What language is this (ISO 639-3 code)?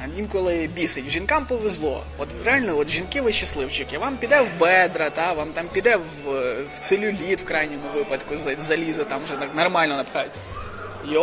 ukr